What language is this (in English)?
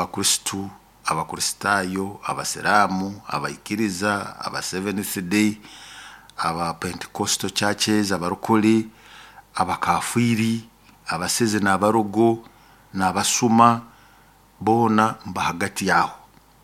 Nyoro